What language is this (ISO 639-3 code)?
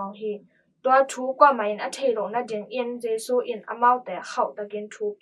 ctd